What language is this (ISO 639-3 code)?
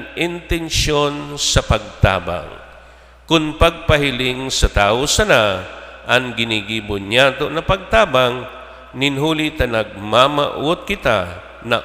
bik